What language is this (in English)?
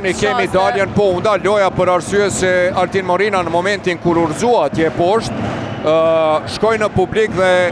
Albanian